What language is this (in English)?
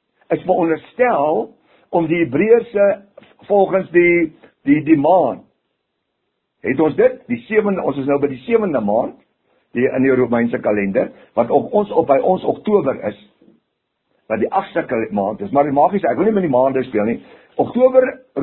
Afrikaans